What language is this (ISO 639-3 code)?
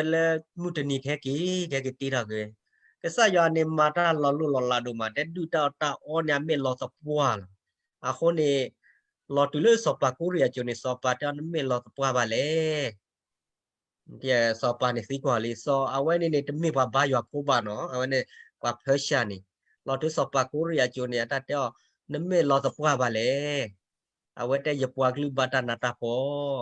ksw